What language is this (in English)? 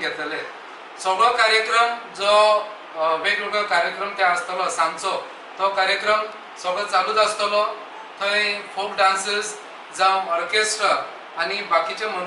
Konkani